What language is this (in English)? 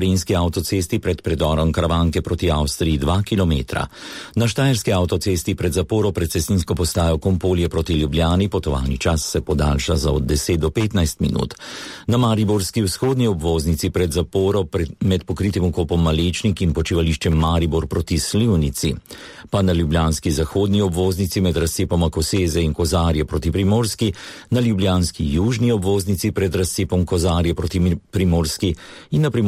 Slovenian